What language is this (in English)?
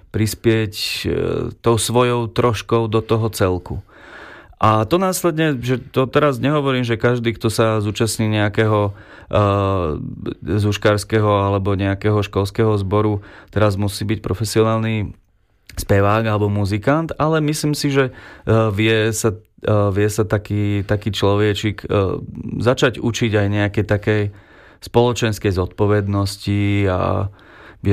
Slovak